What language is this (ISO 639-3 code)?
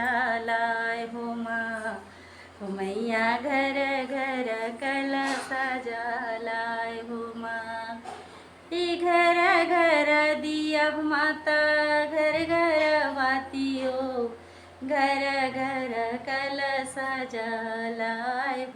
hne